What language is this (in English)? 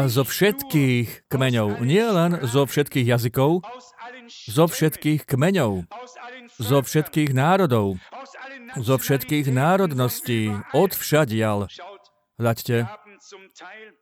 Slovak